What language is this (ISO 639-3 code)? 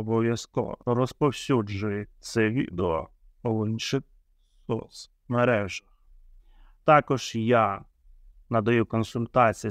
ukr